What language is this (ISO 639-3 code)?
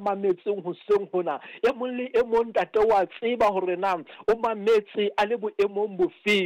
sot